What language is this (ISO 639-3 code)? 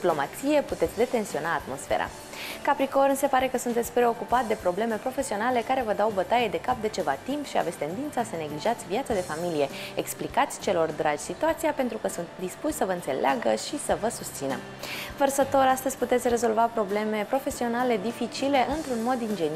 ron